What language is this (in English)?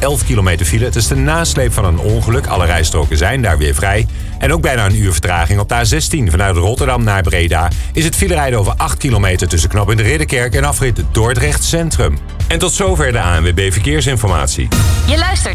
Dutch